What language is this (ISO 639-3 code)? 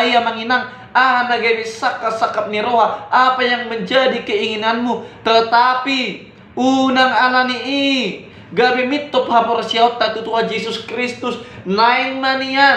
bbc